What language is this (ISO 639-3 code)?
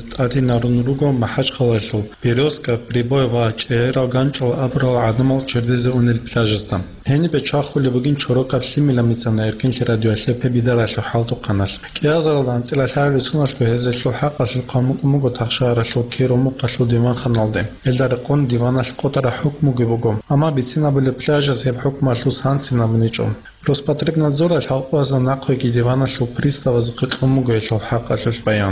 ava